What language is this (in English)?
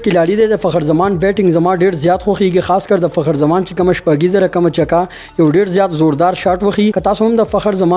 Pashto